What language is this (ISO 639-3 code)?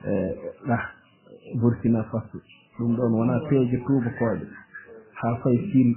ful